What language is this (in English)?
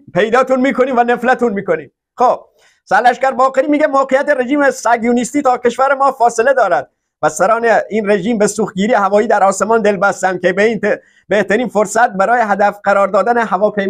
Persian